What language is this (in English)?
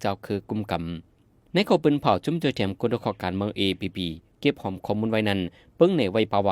Shan